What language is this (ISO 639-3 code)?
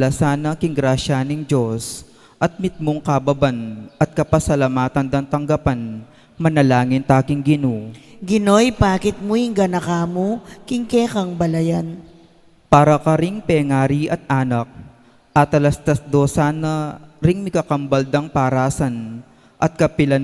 pam